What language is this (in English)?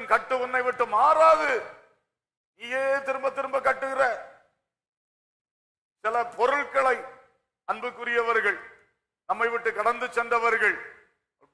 Tamil